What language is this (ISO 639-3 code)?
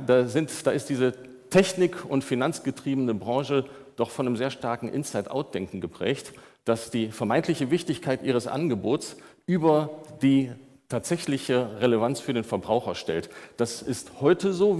deu